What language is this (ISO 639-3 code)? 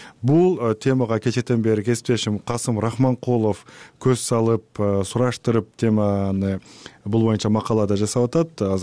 kir